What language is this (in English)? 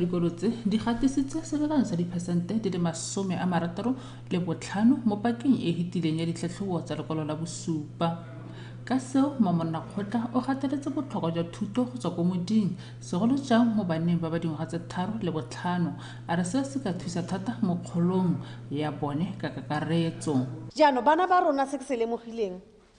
Tswana